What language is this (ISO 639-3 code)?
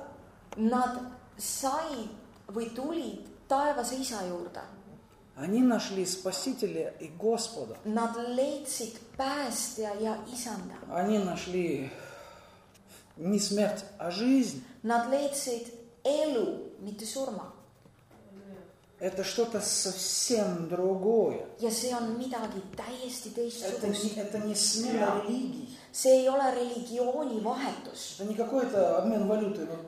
est